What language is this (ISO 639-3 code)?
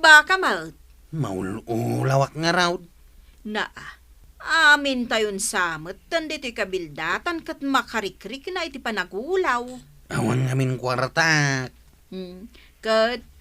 ilo